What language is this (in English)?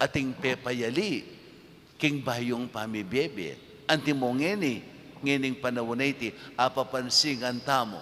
Pampanga